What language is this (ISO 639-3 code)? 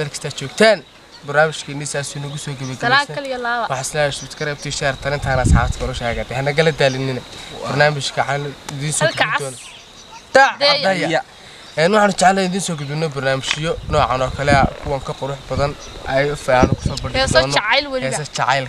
som